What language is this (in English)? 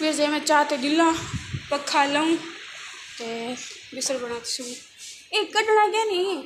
Saraiki